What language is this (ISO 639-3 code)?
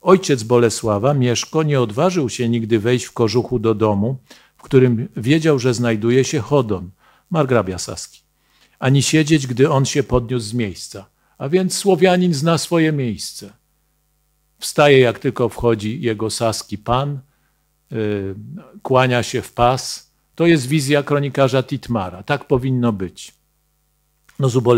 pol